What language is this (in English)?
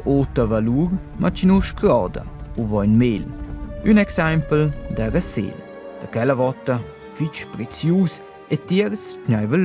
Romansh